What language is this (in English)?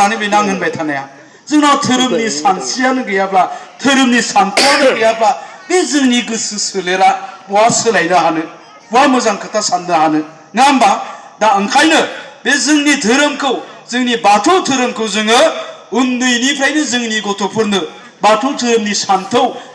Bodo